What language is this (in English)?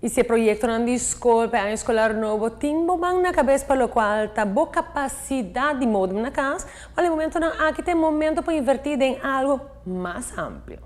Papiamento